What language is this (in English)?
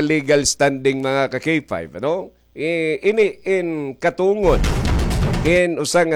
Waray